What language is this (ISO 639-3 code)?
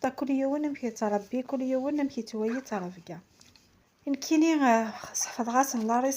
kab